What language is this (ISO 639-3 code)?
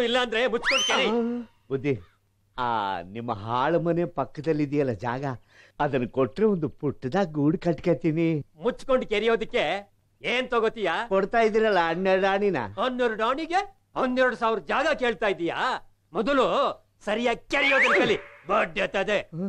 kan